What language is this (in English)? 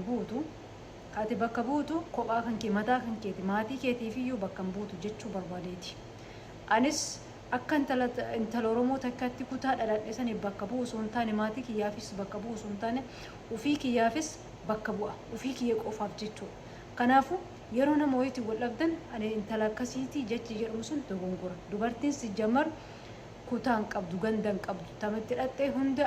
Oromo